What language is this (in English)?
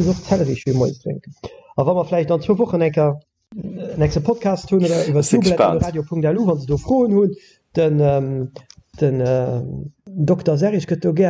Luxembourgish